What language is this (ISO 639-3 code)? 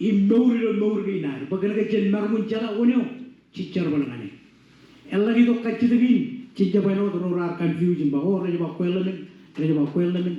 mah